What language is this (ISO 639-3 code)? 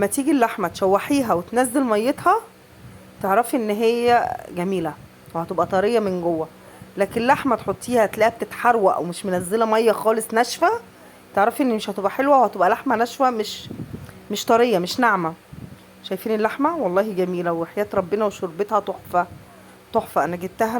arz